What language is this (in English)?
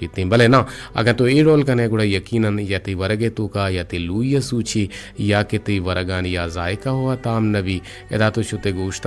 Eastern Balochi